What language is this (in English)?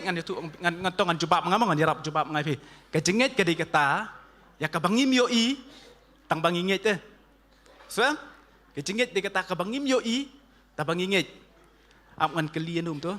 Khasi